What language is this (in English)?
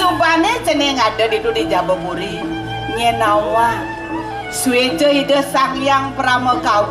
Balinese